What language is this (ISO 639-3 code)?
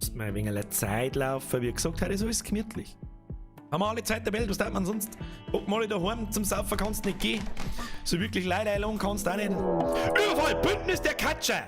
bar